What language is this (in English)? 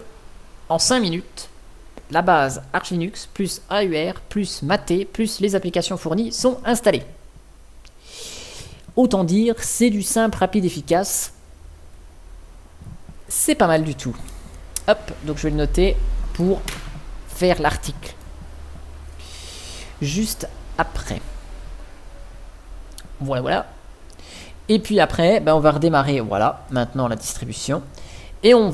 French